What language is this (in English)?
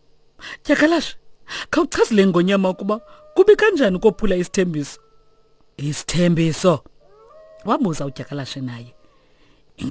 Xhosa